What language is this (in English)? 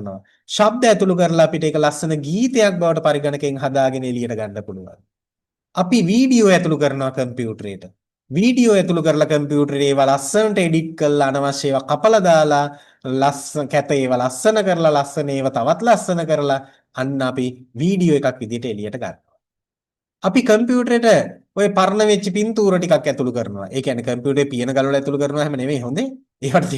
Sinhala